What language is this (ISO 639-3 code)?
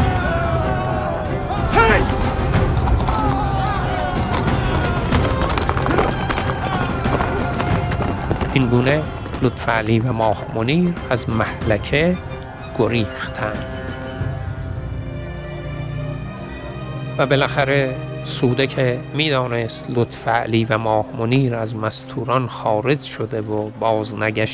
fas